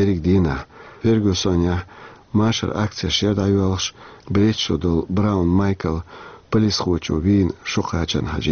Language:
Chechen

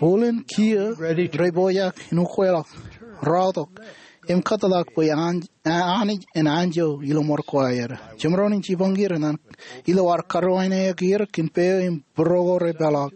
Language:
Marshallese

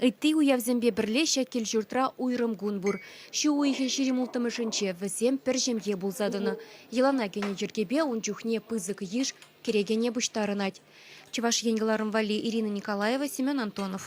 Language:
Chuvash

